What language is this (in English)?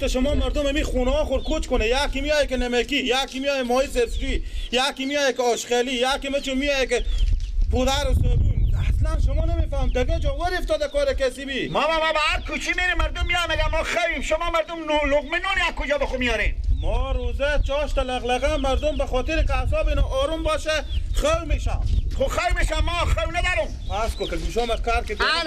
Persian